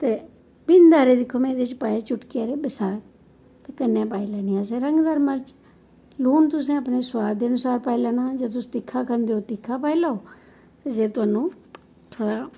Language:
Dogri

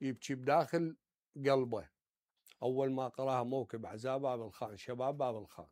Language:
Mesopotamian Arabic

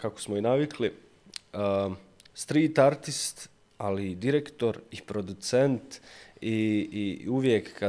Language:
Bosnian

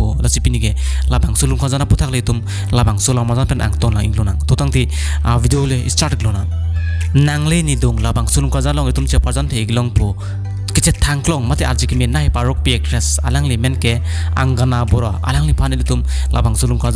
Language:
Karbi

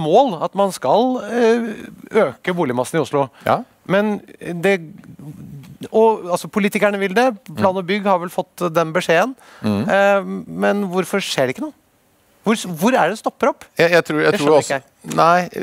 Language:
Norwegian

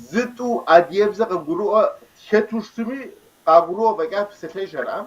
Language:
Kabardian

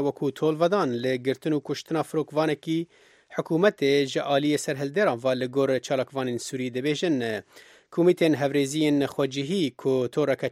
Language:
Kurdish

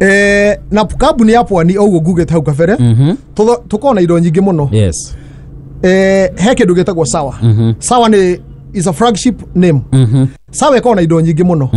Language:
Kikuyu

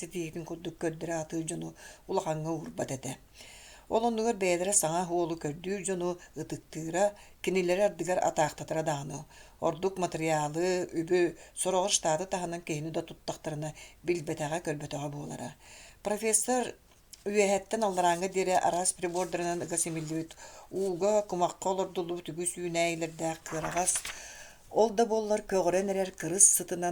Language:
Yakut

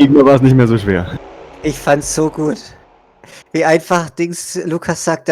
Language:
Swiss German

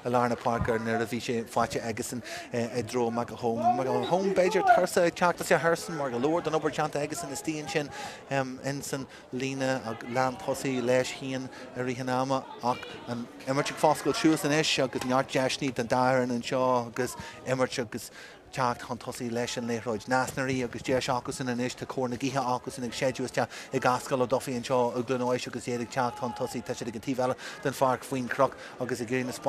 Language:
Irish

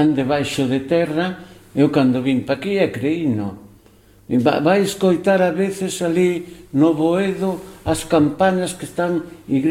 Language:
Galician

